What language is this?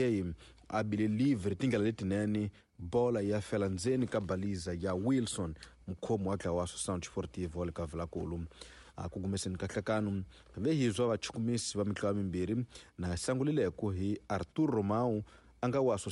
Tsonga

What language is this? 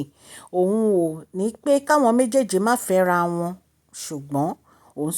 Yoruba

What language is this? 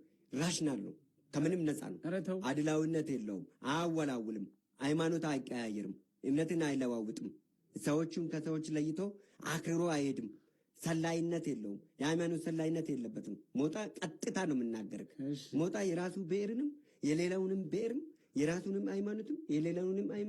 Amharic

